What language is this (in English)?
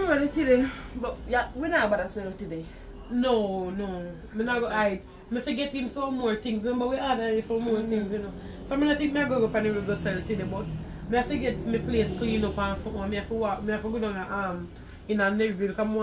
Jamaican Creole English